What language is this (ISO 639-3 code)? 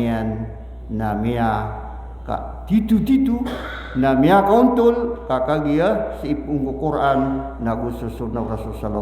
mrw